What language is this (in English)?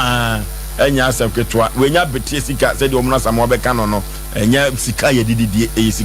Akan